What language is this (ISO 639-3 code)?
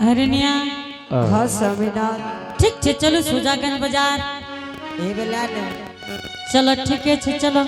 anp